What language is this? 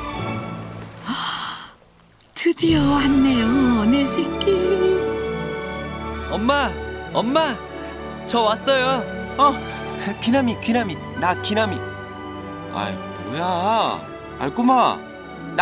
Korean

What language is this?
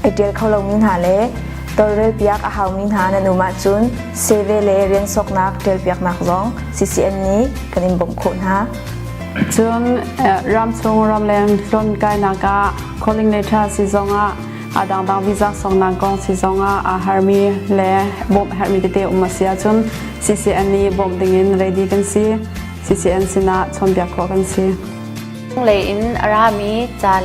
Hakha Chin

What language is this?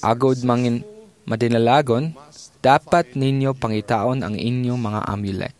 Hiligaynon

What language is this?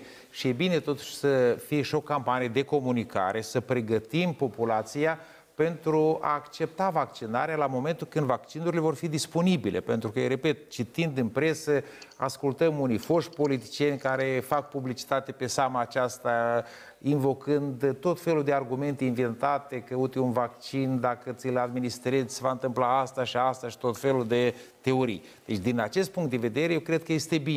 Romanian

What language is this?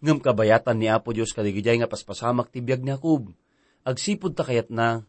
Iloko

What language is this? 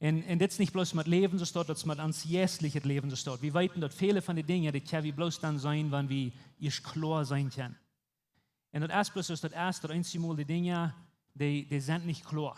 Plautdietsch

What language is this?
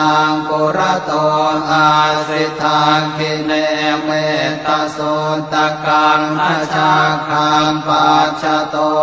Pali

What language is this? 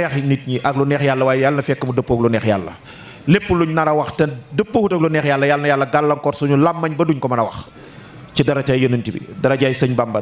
Wolof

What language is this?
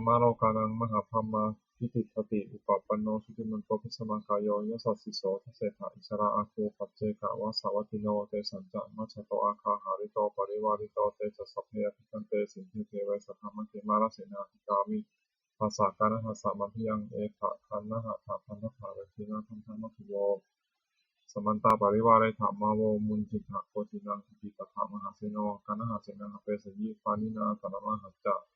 Pali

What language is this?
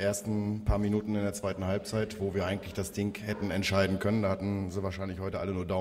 German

